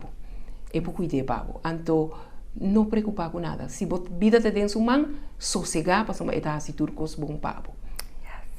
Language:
Papiamento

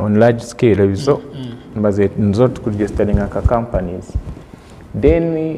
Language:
Nyankole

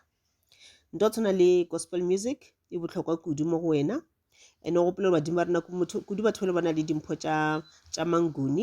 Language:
Northern Sotho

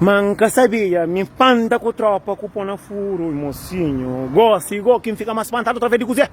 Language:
Kabuverdianu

